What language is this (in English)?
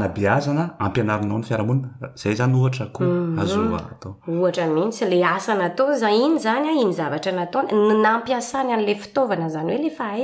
Malagasy